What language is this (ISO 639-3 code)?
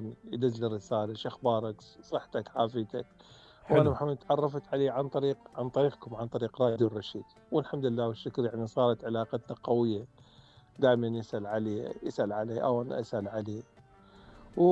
acm